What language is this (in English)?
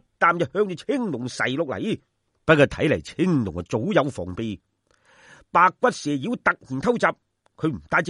Cantonese